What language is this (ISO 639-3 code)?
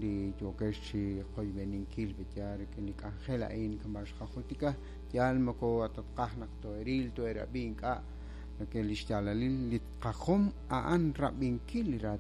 kek